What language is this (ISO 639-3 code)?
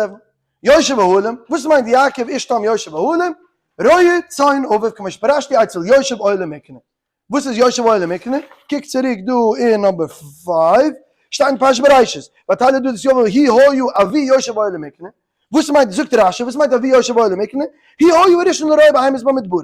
yid